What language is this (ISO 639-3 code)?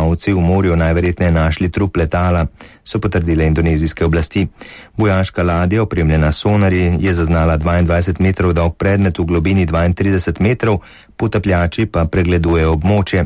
slv